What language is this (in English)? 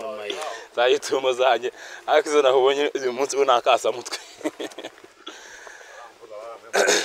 Kinyarwanda